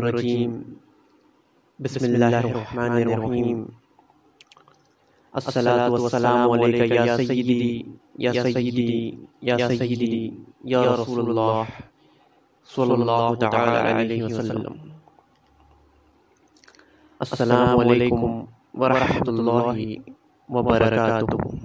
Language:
Urdu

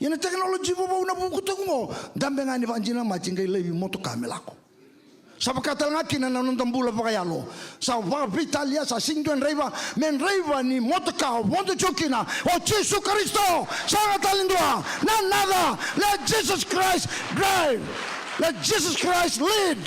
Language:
Fijian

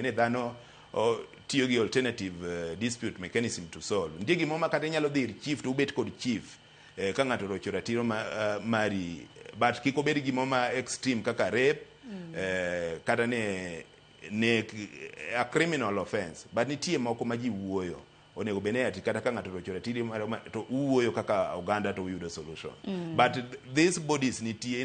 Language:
Luo (Kenya and Tanzania)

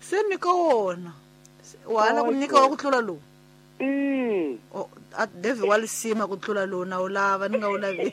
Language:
Tsonga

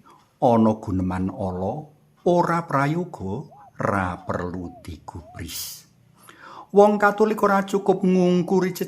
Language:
Javanese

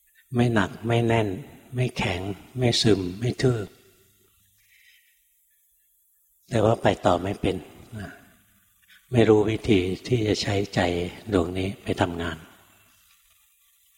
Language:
Thai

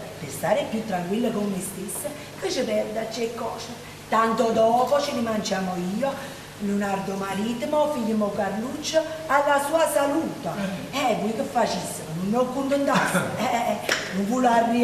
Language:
Neapolitan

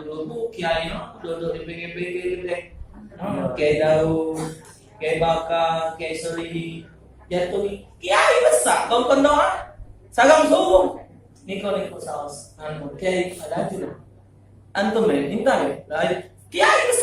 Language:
Musi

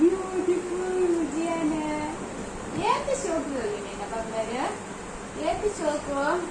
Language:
Tulu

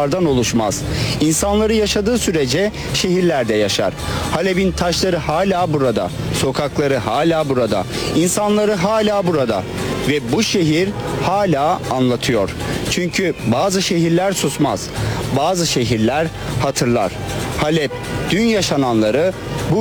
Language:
Turkish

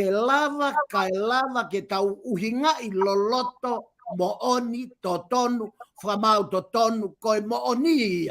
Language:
Tongan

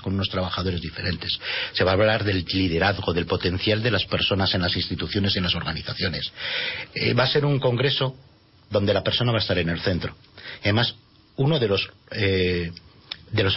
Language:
Spanish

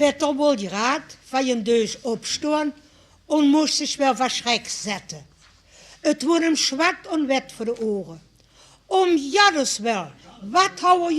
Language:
Limburgish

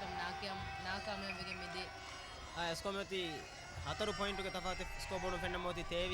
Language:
Divehi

